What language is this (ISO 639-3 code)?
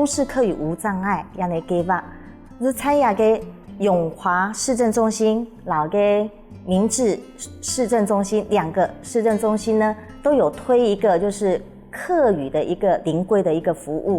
hak